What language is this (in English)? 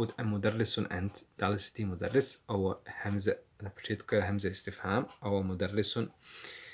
Bosnian